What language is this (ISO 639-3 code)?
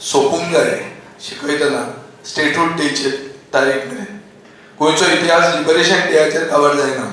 kok